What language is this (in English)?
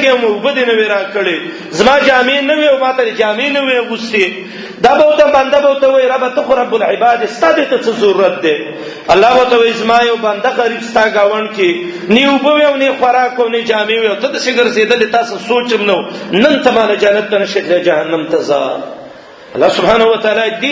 Pashto